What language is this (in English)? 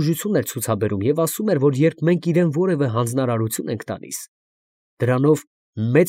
Armenian